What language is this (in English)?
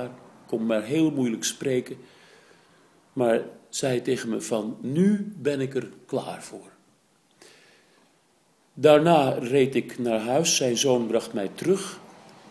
Dutch